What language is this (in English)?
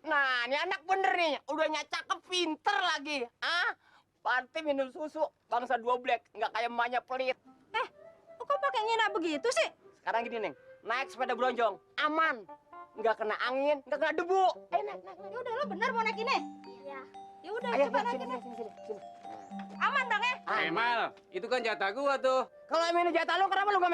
Betawi